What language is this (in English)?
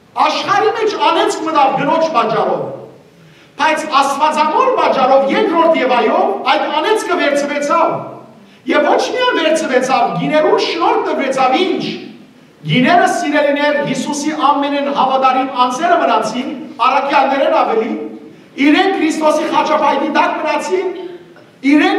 Western Armenian